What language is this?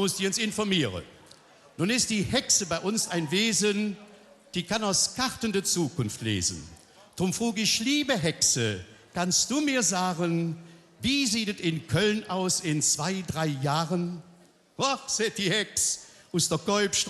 Colognian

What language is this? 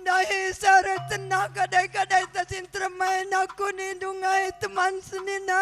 Batak Karo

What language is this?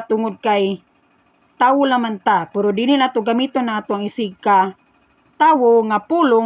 Cebuano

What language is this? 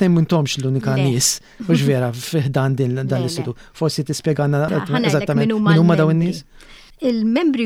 Maltese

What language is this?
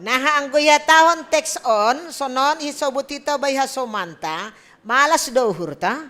Batak Simalungun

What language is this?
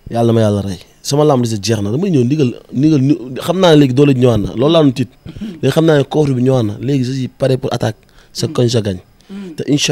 Wolof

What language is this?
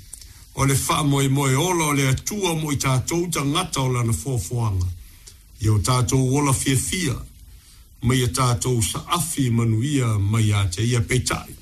Samoan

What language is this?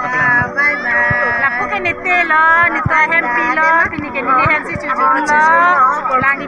Karbi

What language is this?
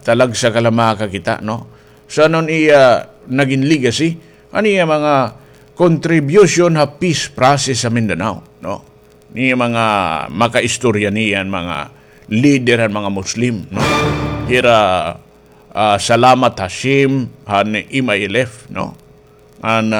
Waray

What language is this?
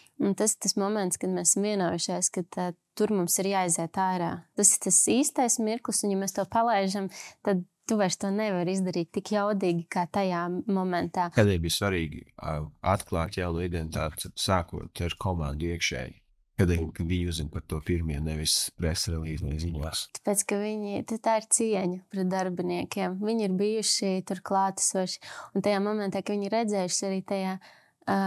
Latvian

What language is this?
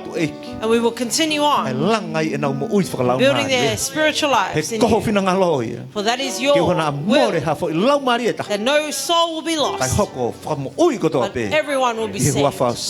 Tongan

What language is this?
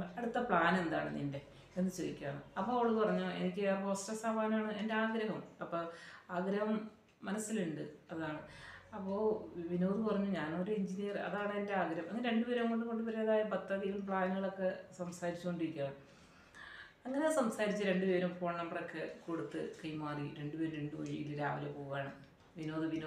Malayalam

